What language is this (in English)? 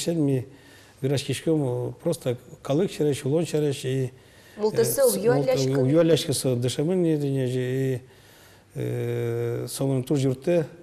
Udmurt